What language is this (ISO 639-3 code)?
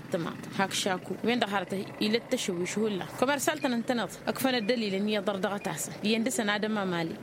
taq